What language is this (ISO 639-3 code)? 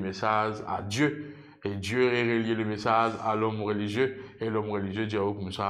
mfe